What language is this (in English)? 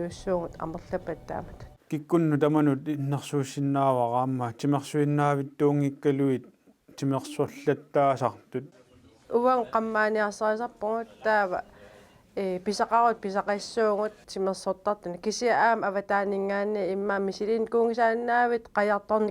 Kalaallisut